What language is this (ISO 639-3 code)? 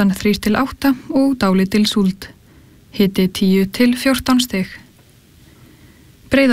isl